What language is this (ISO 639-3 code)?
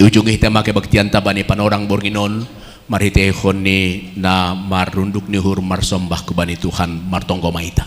bts